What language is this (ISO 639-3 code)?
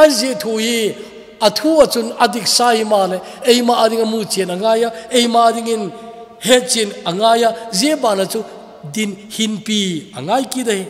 tcz